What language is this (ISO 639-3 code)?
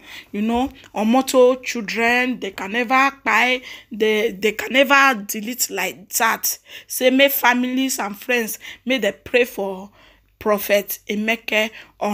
pcm